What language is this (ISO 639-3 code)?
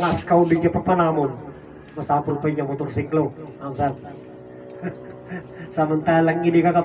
ilo